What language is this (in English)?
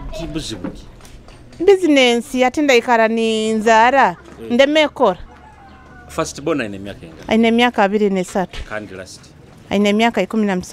Nyoro